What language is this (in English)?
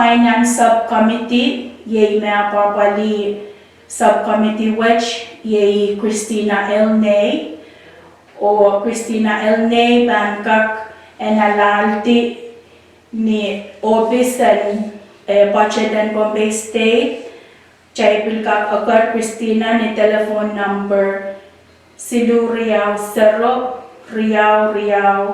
Pohnpeian